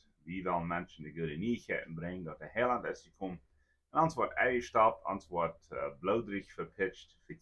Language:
Plautdietsch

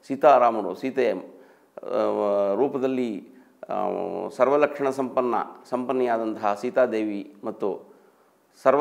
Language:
Kannada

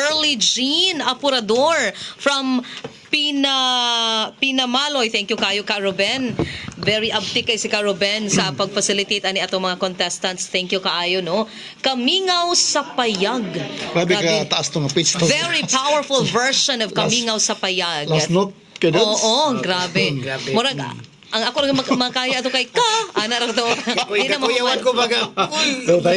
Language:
Cebuano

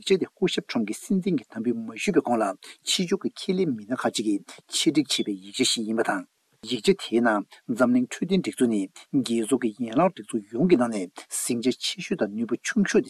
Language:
Tibetan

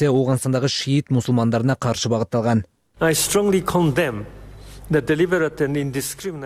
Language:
Kyrgyz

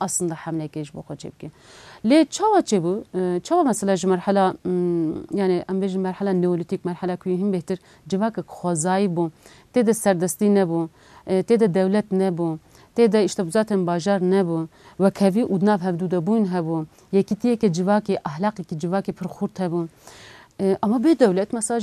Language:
Kurdish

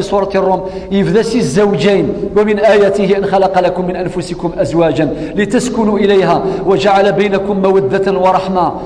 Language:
Kabyle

